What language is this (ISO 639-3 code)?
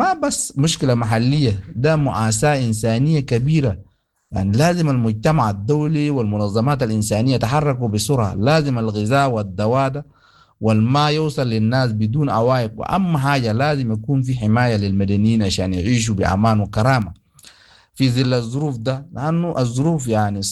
apd